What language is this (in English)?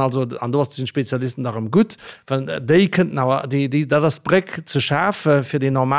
Luxembourgish